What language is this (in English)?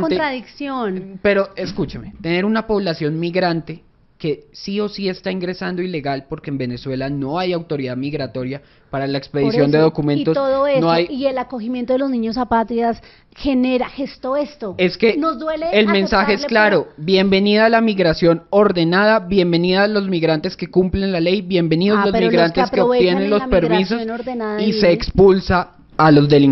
Spanish